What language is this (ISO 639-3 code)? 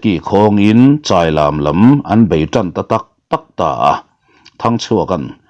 lus